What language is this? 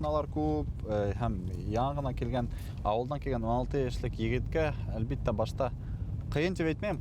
Bashkir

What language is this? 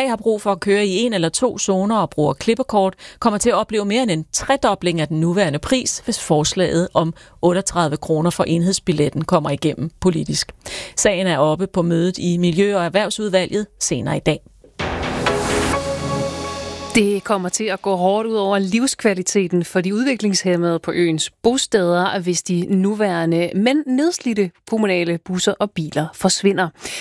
Danish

